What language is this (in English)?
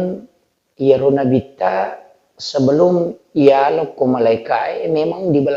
Buginese